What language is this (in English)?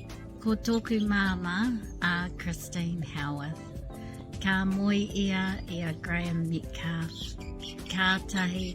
Māori